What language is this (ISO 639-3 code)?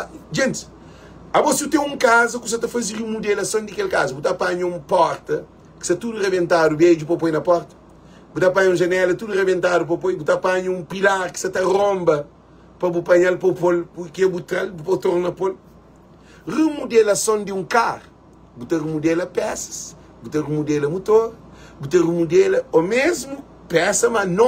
kea